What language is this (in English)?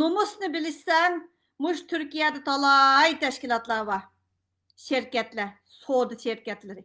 Uyghur